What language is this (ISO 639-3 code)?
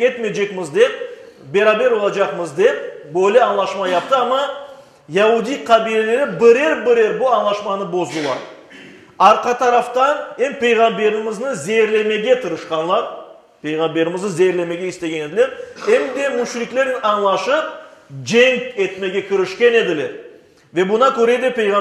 crh